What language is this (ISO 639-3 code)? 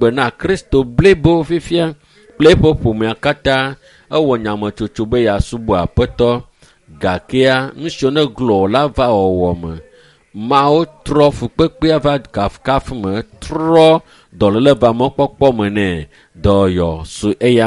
ewe